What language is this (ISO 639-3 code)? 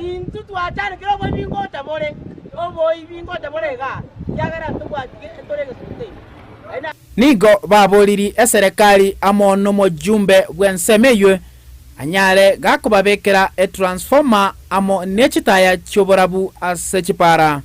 guz